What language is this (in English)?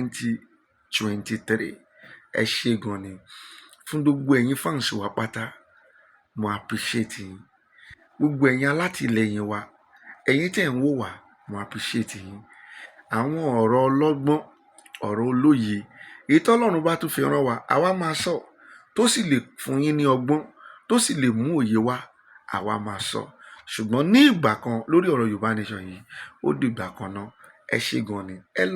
Yoruba